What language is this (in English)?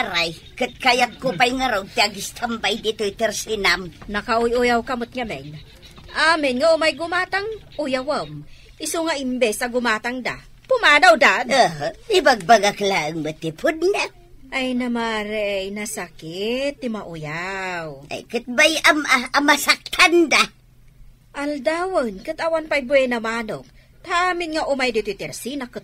Iloko